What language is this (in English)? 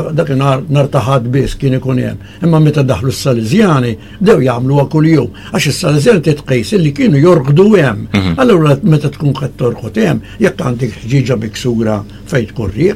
Maltese